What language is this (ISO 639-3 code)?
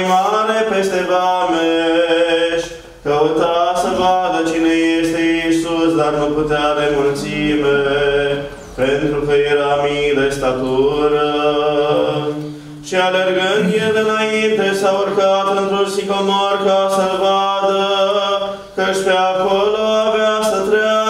ron